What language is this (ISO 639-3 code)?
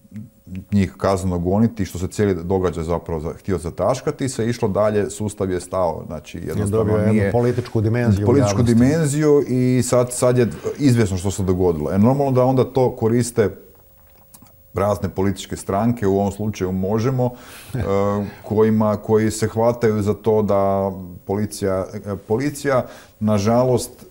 hrv